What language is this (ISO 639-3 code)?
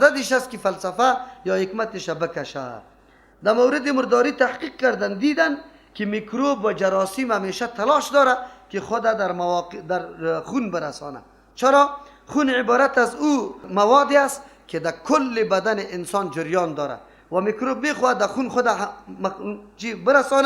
fas